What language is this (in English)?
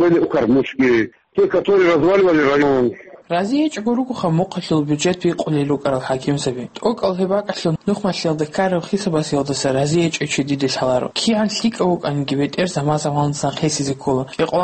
Avaric